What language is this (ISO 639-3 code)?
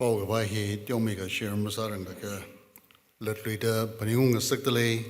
nmf